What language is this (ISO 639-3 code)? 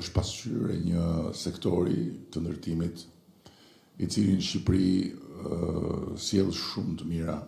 sqi